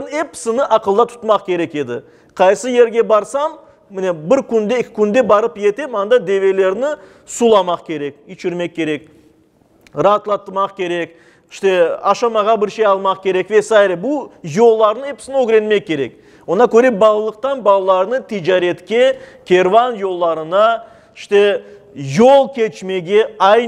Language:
Crimean Tatar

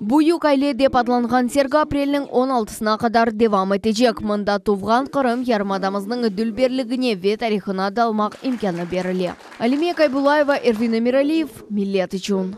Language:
Crimean Tatar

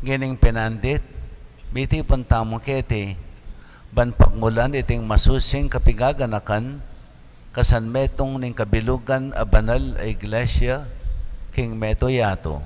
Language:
Pampanga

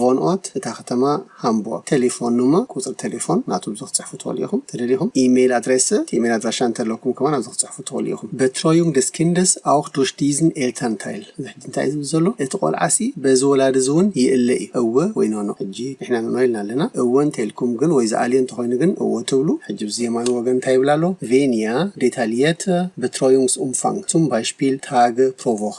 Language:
Tigrinya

